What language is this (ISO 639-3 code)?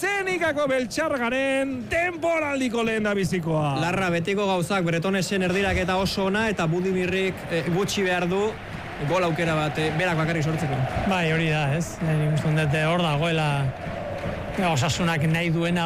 eus